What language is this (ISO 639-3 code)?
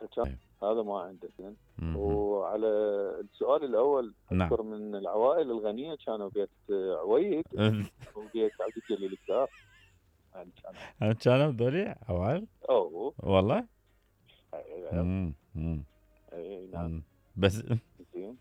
acm